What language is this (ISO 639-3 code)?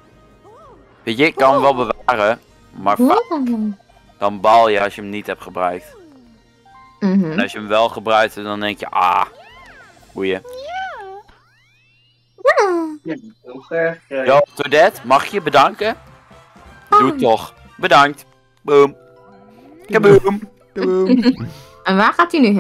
nld